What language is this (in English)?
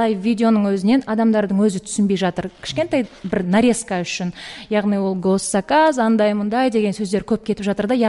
Kazakh